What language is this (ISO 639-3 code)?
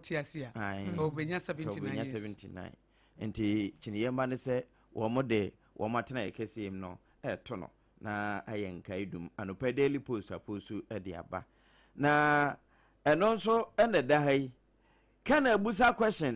aka